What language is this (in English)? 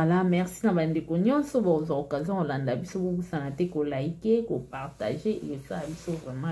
Lingala